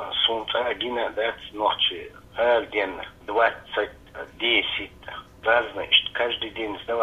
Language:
Chechen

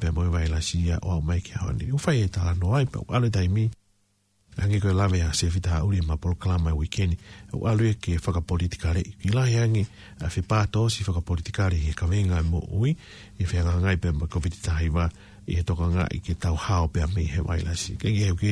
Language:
Tongan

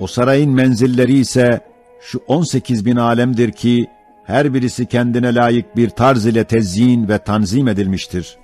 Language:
Ottoman Turkish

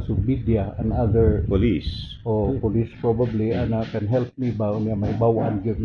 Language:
Cebuano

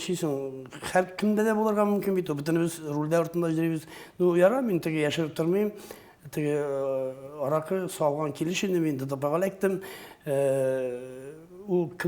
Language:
Tatar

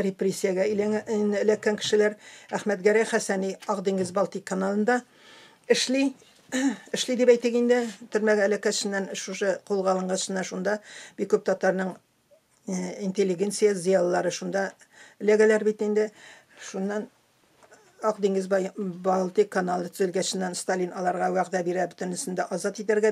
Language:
Tatar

